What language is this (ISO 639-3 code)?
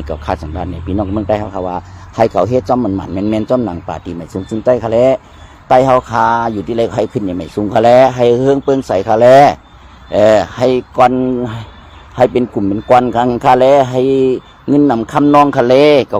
shn